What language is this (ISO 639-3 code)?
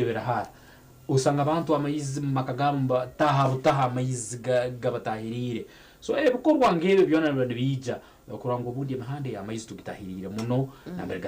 nyn